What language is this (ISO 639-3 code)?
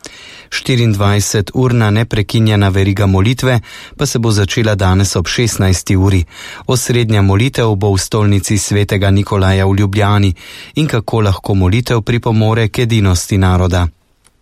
slv